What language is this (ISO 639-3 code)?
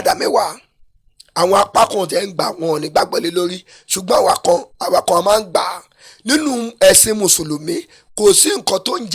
yor